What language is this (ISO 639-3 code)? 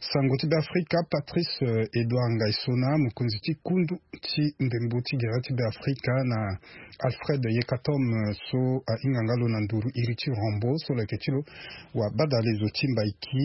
sag